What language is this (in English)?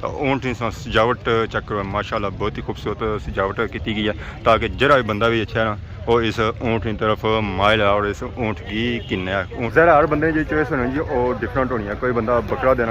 Pahari-Potwari